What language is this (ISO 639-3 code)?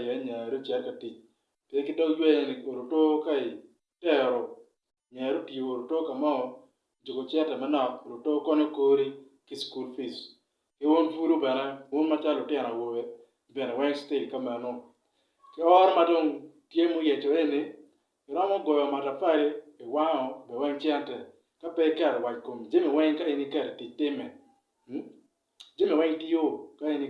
ach